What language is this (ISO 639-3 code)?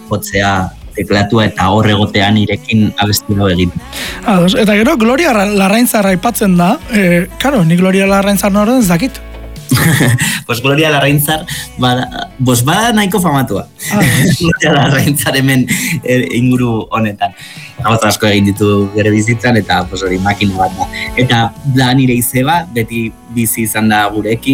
eus